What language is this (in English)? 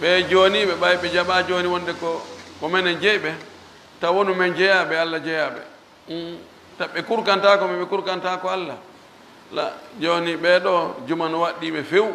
Fula